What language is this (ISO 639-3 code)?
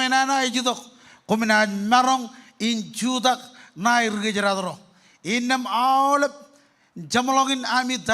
mah